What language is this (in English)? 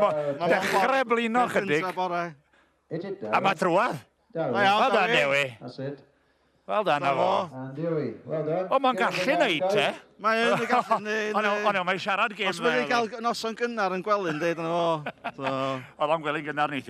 Welsh